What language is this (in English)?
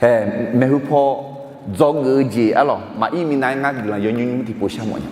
Akha